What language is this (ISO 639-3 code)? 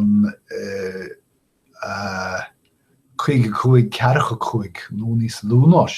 gle